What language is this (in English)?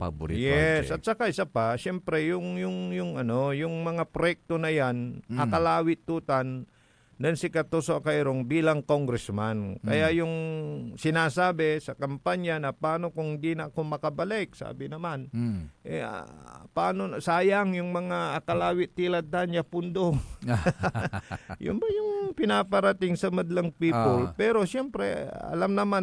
Pangasinan